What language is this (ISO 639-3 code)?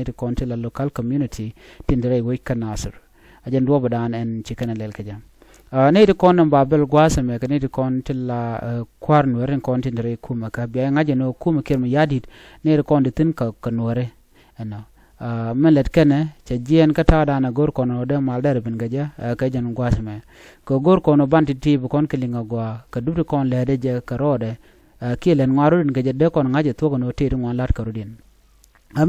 nus